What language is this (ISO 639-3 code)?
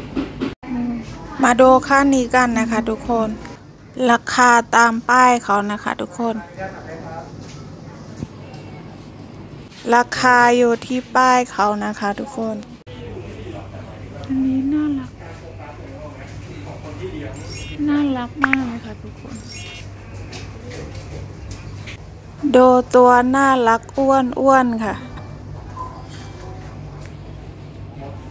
tha